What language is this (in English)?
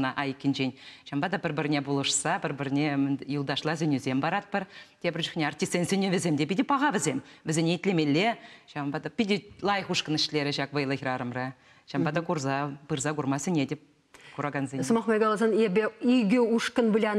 Chuvash